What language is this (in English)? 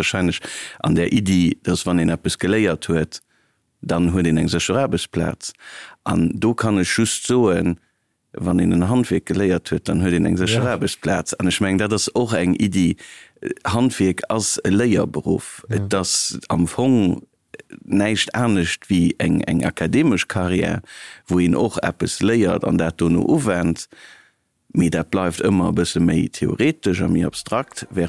Luxembourgish